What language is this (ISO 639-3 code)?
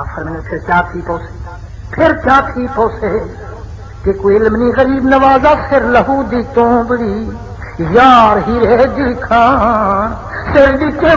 skr